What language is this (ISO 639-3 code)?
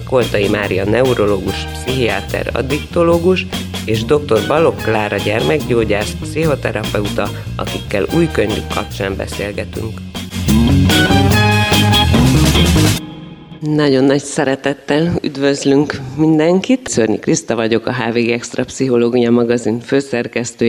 hun